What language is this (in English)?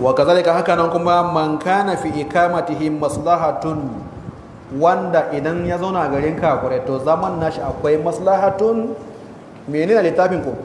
Hausa